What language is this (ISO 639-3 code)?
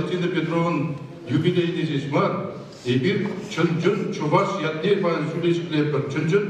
chv